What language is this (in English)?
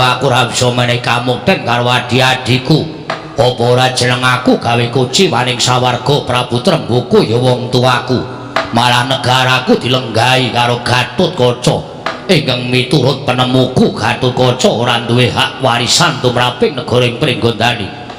Javanese